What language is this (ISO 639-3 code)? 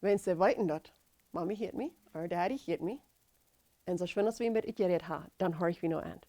pdt